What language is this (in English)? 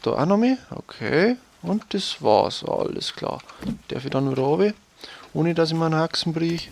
Bavarian